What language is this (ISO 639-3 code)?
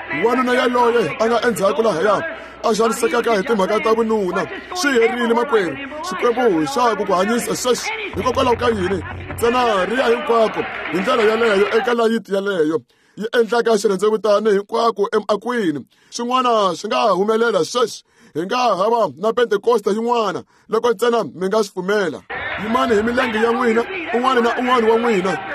tso